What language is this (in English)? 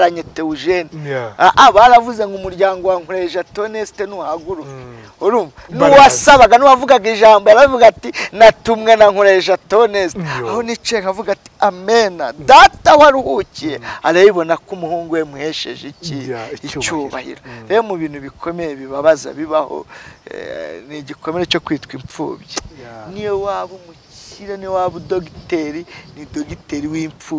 Kinyarwanda